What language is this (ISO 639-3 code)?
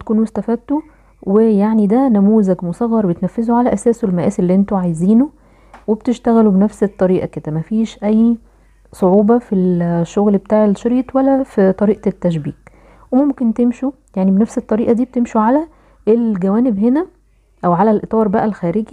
arz